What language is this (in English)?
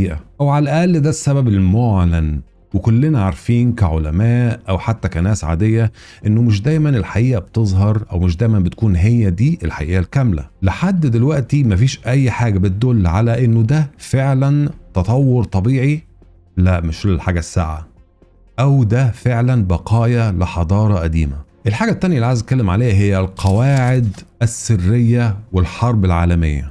Egyptian Arabic